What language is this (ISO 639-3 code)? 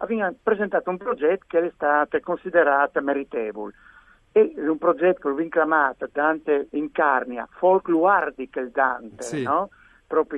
fur